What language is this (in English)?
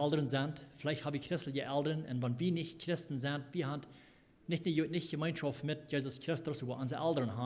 Plautdietsch